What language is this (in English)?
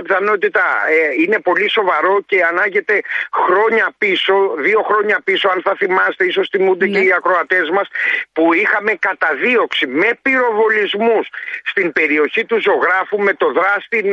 Greek